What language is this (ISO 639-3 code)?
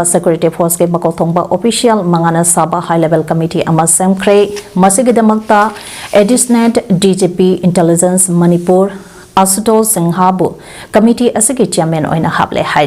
mni